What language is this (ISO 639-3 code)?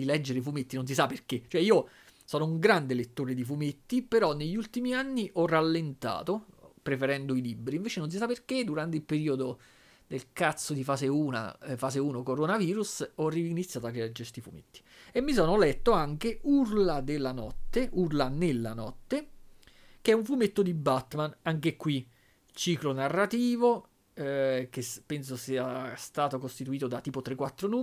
ita